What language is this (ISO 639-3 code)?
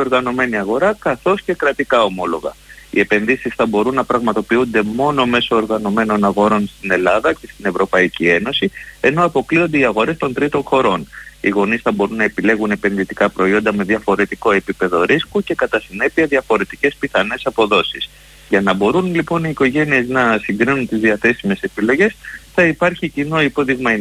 ell